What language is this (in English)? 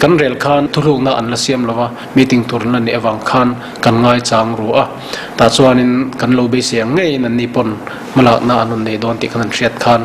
Mizo